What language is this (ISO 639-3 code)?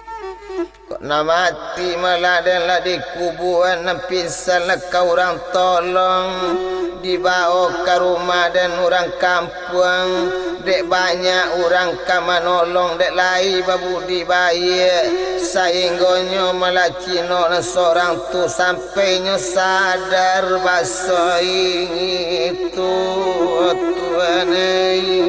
min